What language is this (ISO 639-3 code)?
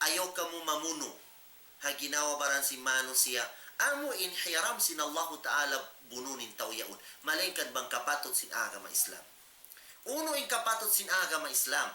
tsg